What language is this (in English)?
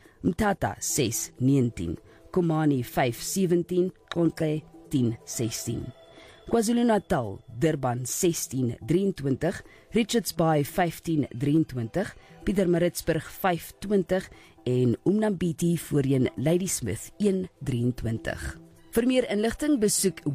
Afrikaans